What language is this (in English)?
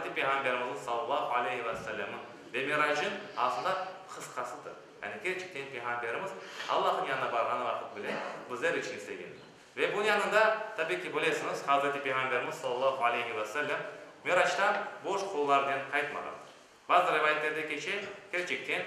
Crimean Tatar